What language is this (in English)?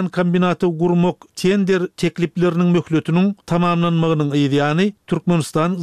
Turkmen